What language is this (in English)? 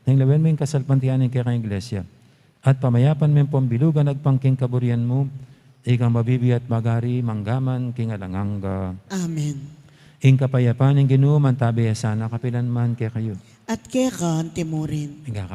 Pampanga